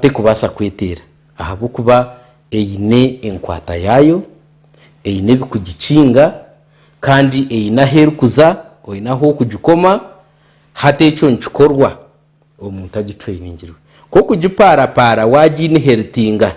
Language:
Nyankole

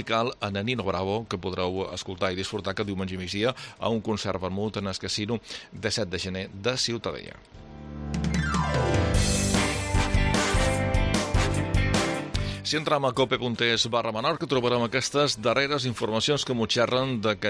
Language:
Catalan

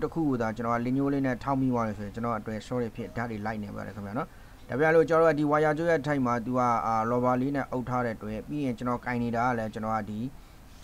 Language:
Burmese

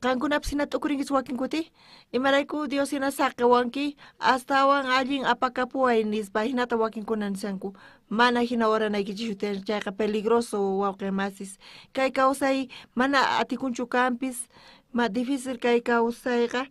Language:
South Bolivian Quechua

